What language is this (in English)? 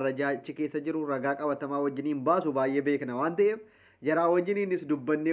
Oromo